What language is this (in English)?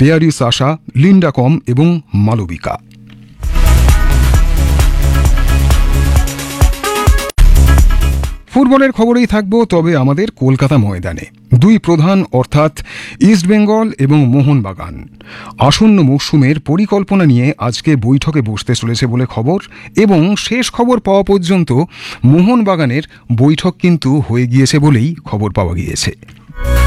Bangla